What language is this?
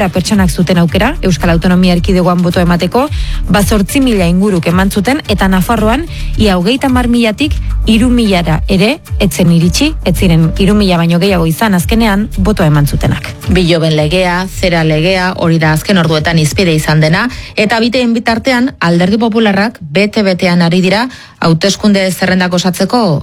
Basque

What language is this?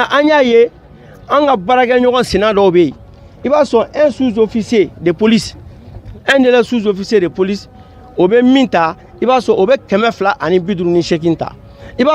Bambara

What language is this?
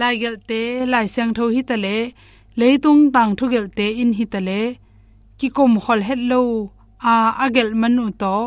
Tedim Chin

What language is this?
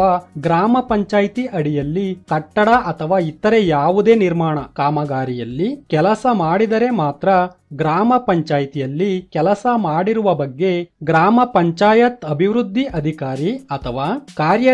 Kannada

